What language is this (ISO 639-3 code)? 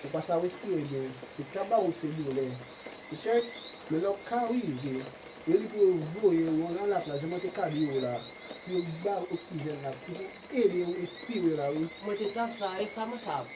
hat